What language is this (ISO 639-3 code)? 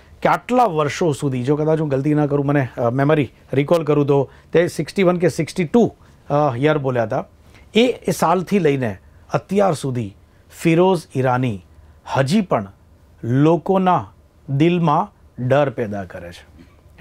guj